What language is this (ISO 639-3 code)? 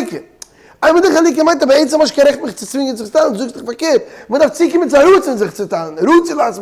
yid